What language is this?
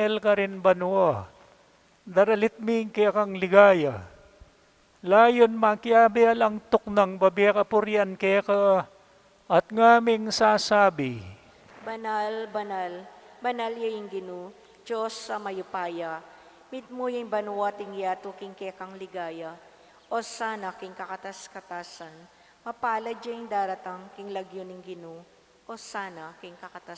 Pampanga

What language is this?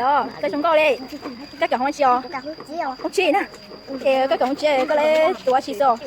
Hmong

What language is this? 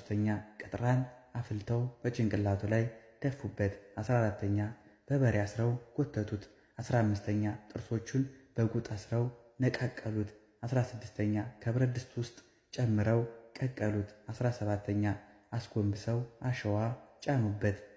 Amharic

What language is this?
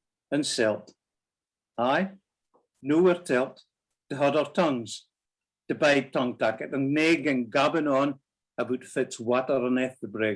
Scots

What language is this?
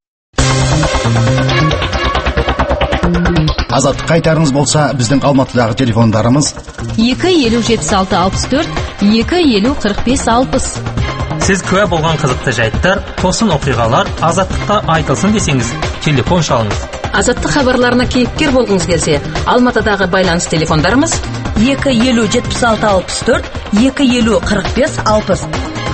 Kazakh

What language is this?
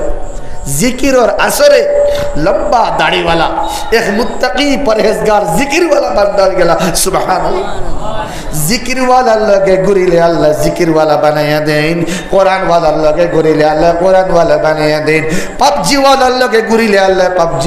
Sylheti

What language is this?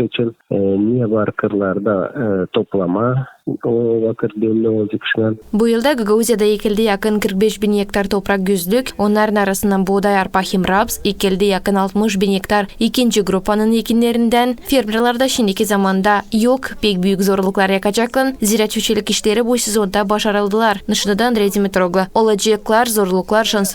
Gagauz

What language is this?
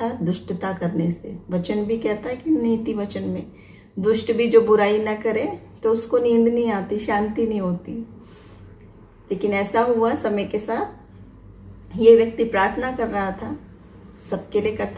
Hindi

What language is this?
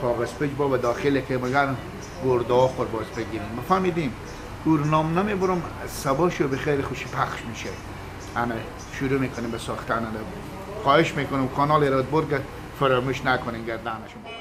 Persian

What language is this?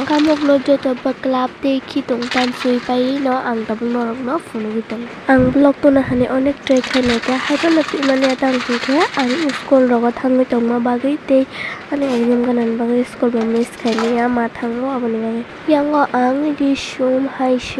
Kok Borok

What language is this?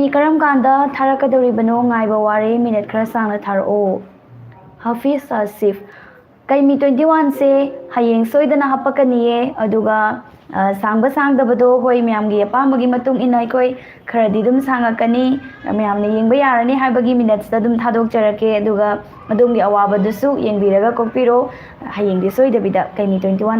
Manipuri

